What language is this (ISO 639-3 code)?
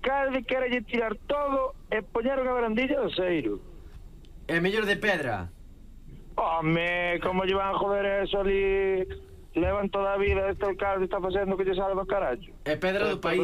glg